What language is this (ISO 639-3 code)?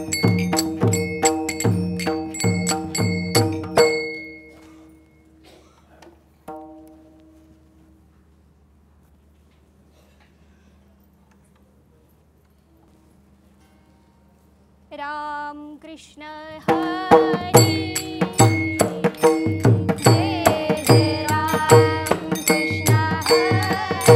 mar